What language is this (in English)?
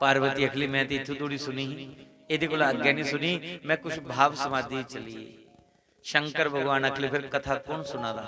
Dogri